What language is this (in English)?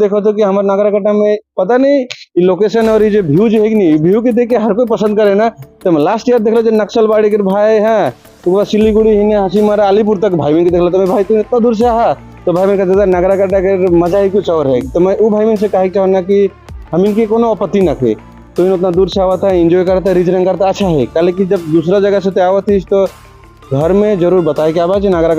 Sadri